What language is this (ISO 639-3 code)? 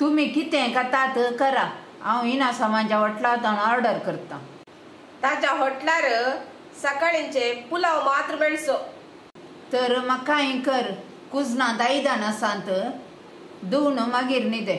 kok